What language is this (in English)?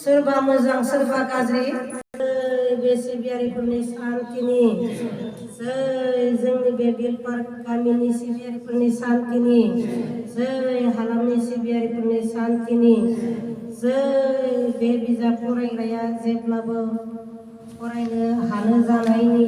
Bodo